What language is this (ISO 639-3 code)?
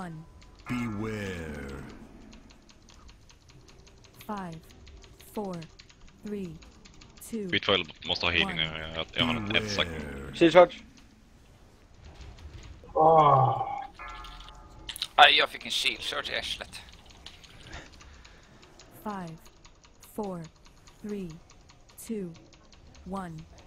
swe